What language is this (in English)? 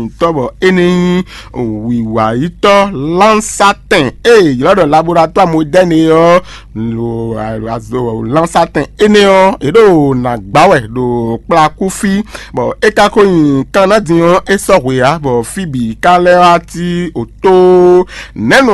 Fon